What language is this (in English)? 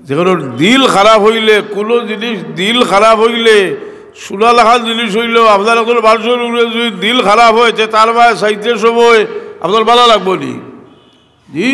Sylheti